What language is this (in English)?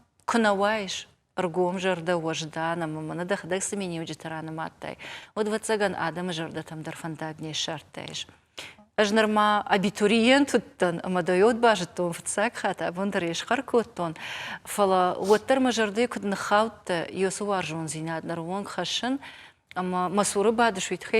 Ossetic